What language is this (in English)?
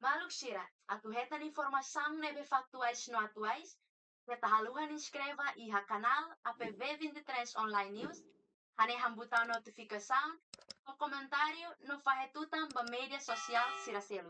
Tetum